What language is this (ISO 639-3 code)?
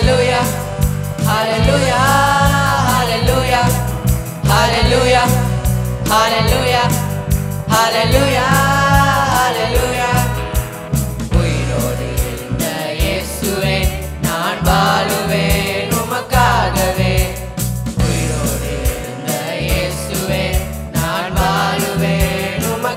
tam